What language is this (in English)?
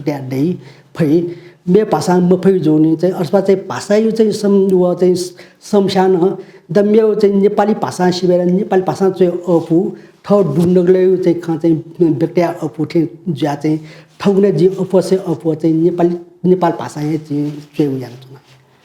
Newari